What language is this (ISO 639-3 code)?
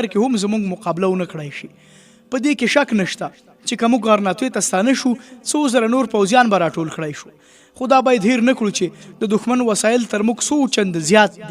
pus